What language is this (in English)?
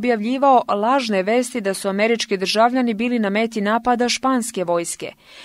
Serbian